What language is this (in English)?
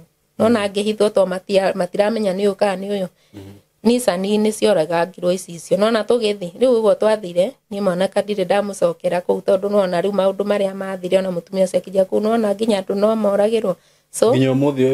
Kikuyu